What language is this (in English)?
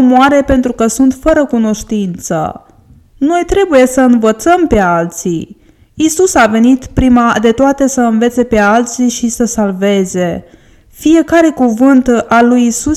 Romanian